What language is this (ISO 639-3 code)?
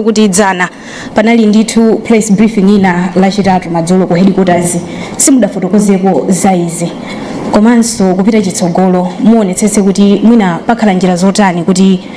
nya